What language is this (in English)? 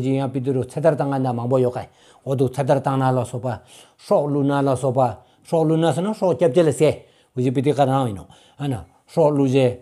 Stod Bhoti